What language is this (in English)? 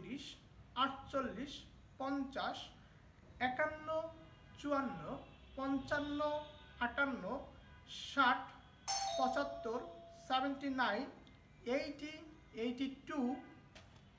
Bangla